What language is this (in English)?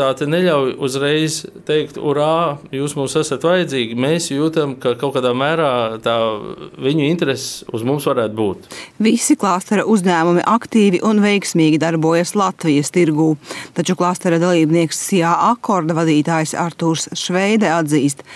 Latvian